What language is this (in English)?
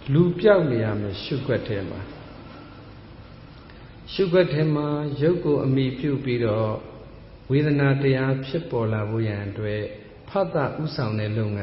Burmese